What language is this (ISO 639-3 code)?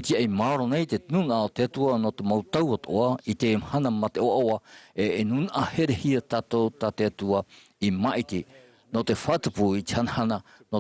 tah